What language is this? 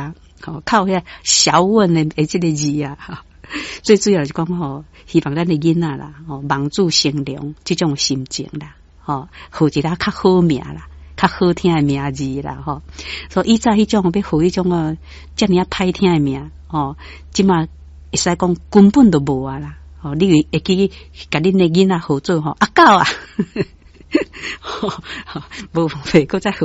Min Nan Chinese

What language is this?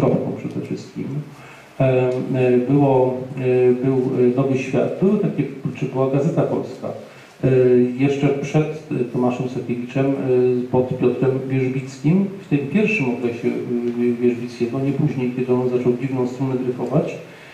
Polish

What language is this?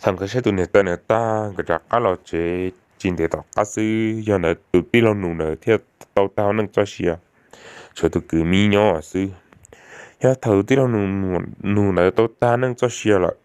Hmong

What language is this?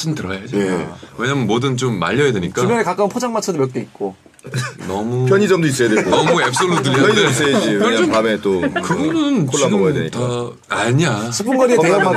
Korean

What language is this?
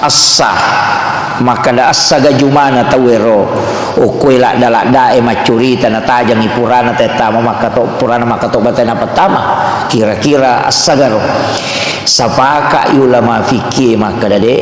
Buginese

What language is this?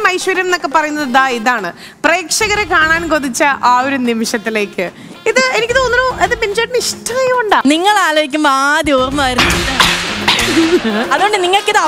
Malayalam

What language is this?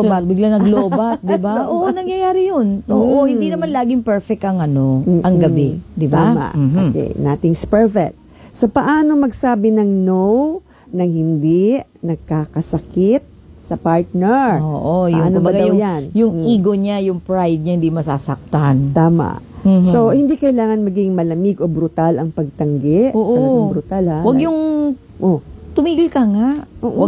Filipino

